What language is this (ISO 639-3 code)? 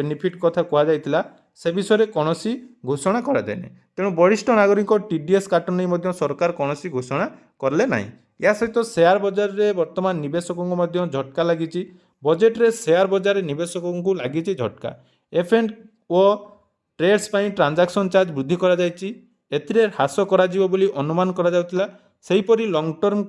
ori